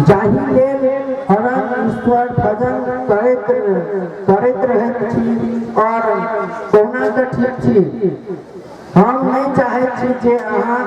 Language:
Maithili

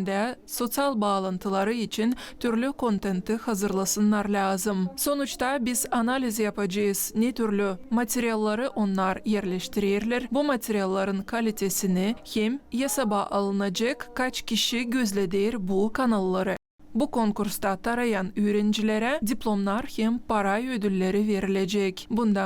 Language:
Gagauz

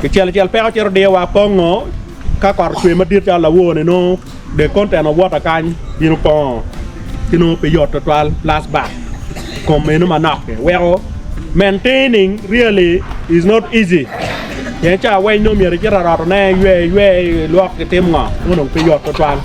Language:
Acoli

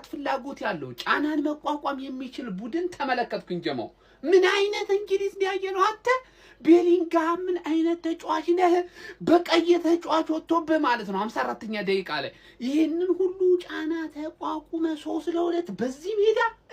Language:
Amharic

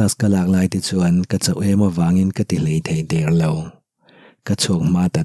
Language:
Mizo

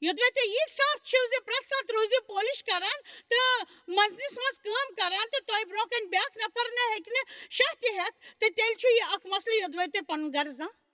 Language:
Kashmiri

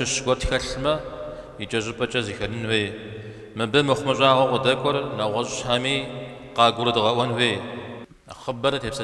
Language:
Kabardian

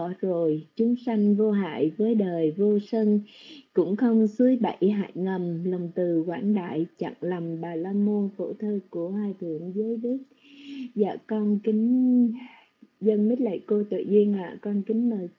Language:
Vietnamese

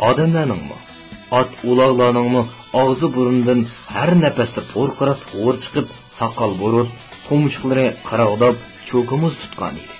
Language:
Uyghur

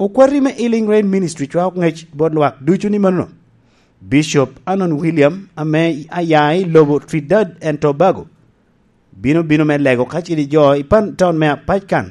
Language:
Lango (Uganda)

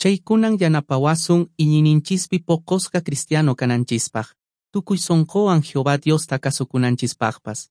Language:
Quechua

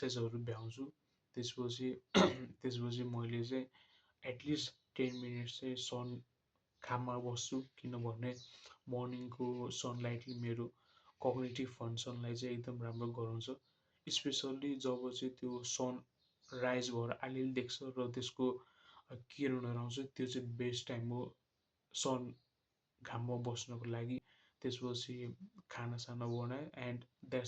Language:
Nepali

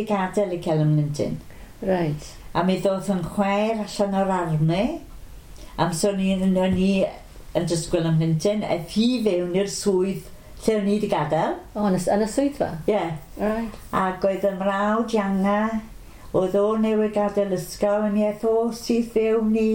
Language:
Welsh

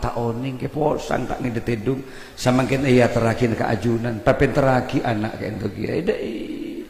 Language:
Madurese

